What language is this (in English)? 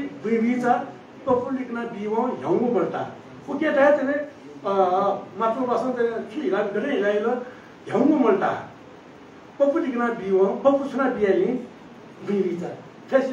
Newari